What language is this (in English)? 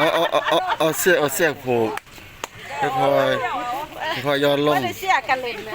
Northeastern Thai